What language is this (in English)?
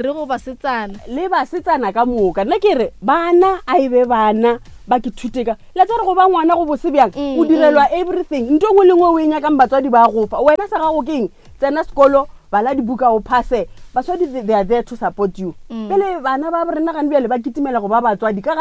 Northern Sotho